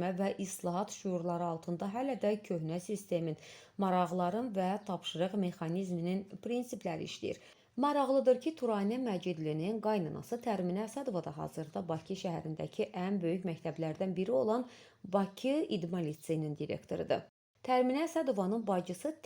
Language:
Azerbaijani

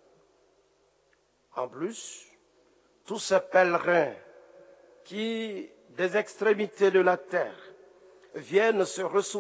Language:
French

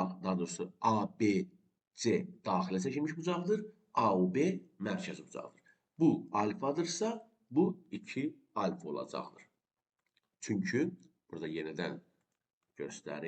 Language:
Azerbaijani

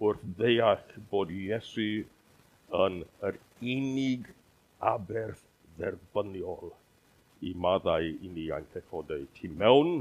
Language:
Welsh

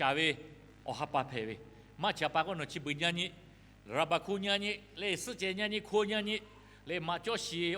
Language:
Lahu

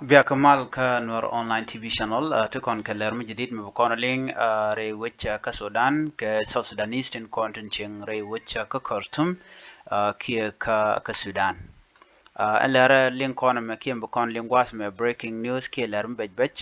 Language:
Nuer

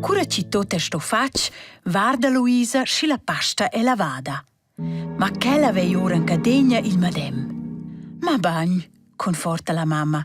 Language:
Romansh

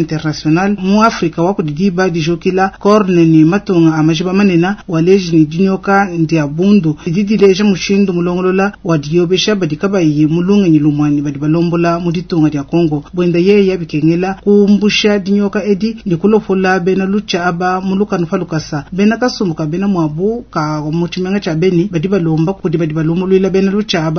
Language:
Luba-Lulua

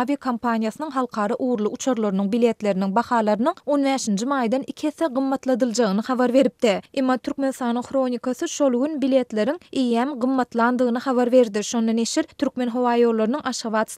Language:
Turkmen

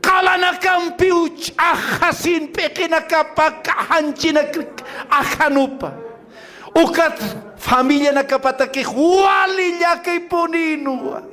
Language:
Aymara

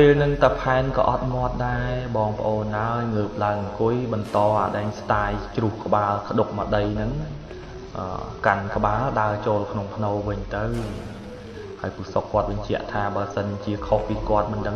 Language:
Khmer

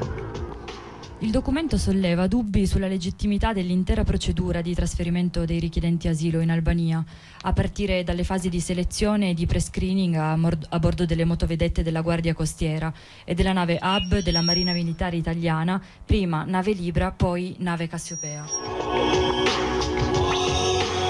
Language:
Italian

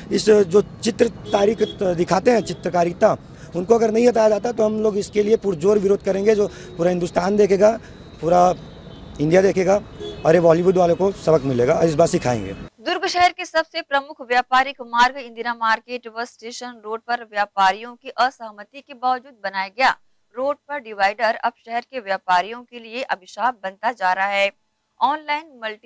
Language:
Hindi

